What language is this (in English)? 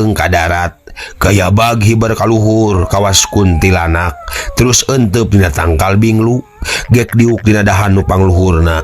Sundanese